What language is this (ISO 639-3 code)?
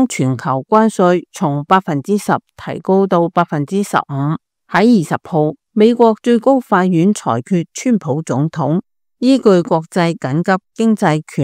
yue